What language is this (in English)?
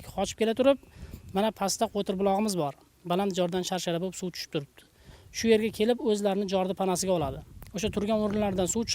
Uzbek